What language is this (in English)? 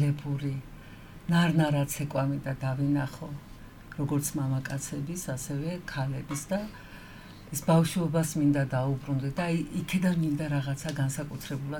Georgian